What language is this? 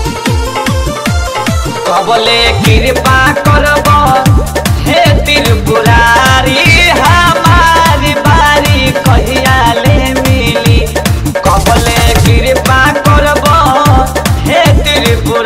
Bhojpuri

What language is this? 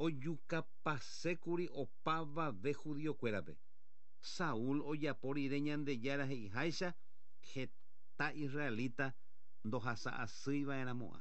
Guarani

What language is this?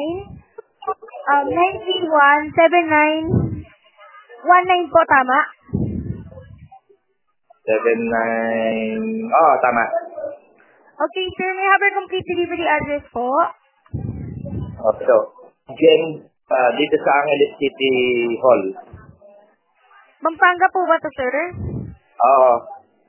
Filipino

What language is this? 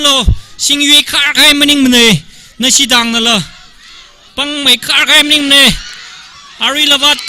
Tangkhul Naga (India)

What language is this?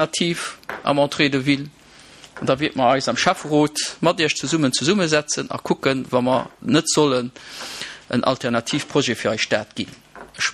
Luxembourgish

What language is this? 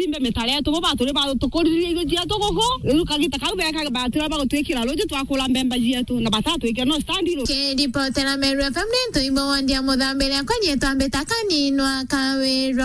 Meru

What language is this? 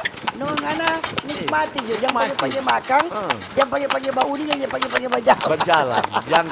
Manado Malay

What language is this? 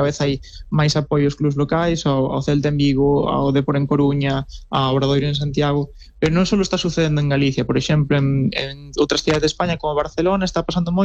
Galician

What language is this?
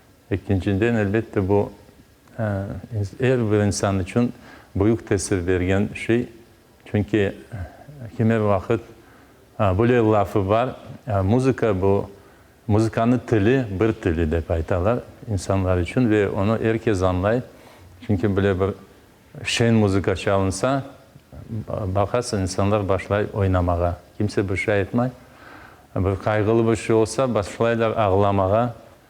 Crimean Tatar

